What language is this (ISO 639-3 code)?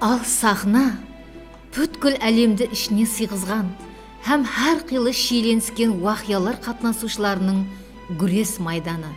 kaa